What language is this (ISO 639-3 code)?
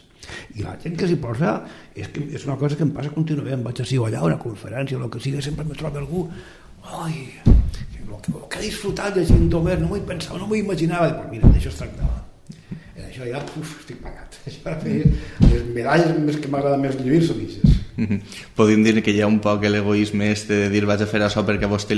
cat